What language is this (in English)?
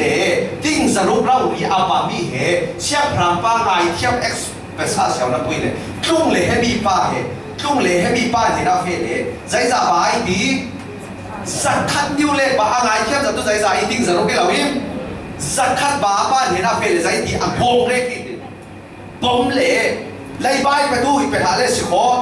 Falam Chin